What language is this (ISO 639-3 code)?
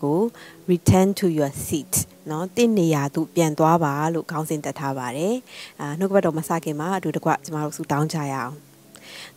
mya